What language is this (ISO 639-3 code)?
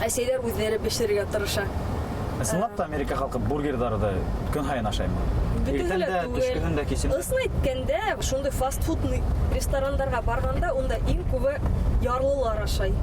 bak